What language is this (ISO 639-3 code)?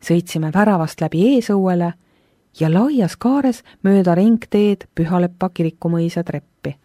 est